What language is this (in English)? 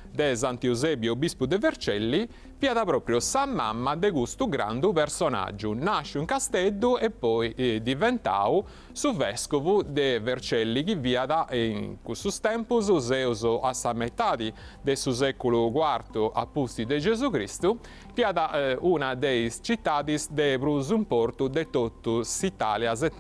Sardinian